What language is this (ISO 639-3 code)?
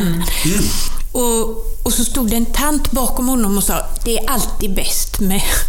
swe